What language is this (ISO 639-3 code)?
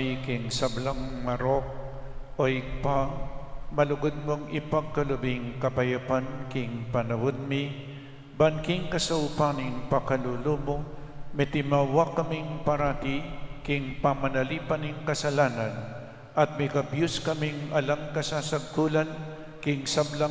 pam